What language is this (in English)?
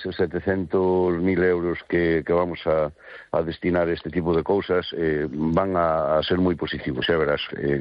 Galician